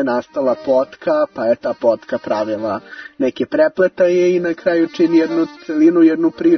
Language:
Serbian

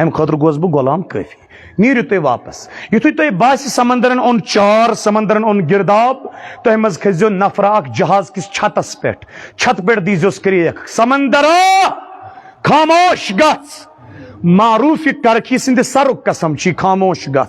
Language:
Kashmiri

